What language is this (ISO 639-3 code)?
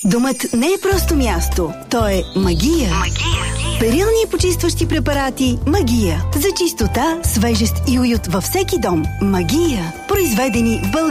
bul